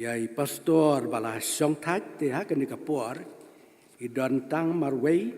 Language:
Khasi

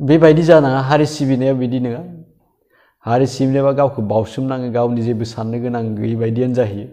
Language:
Bodo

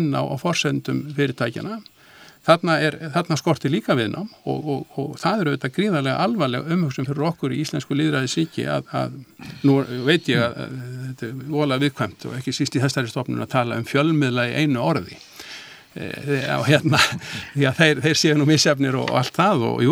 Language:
Icelandic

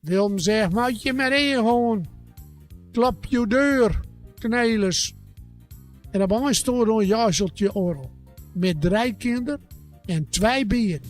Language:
Gronings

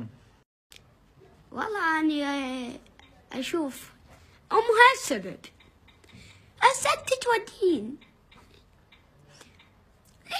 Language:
Mesopotamian Arabic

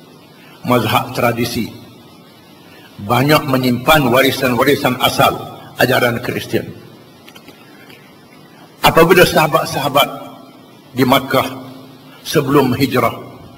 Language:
Malay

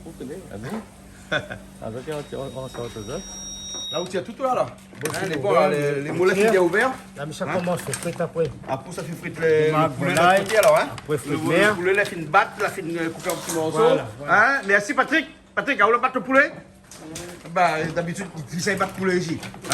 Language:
Réunion Creole French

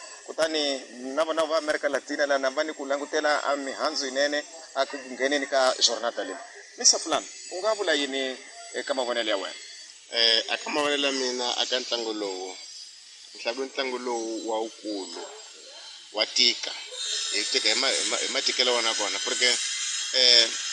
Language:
Tsonga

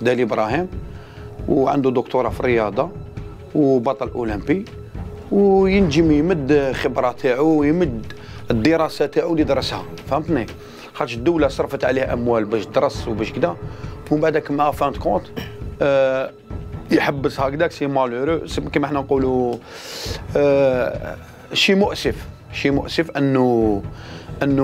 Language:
Algerian Arabic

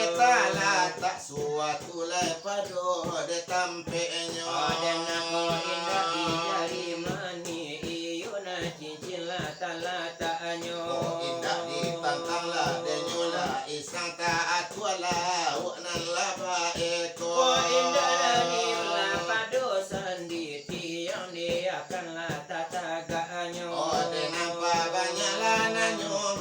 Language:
Minangkabau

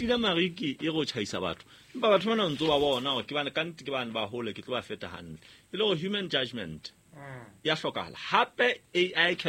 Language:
Southern Sotho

